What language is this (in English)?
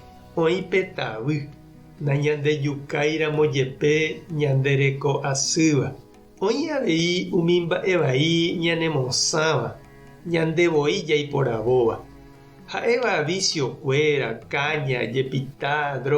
Guarani